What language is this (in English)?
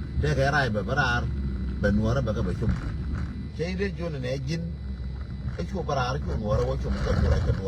Nuer